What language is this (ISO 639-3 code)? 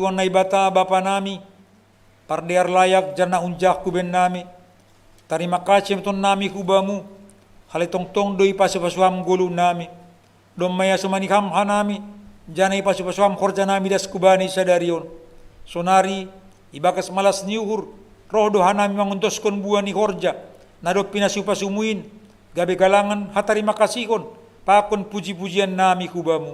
bts